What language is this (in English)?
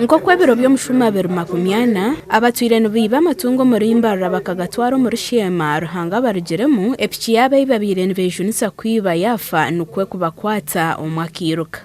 Nyankole